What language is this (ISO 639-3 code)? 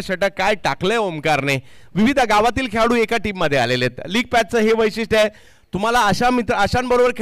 mar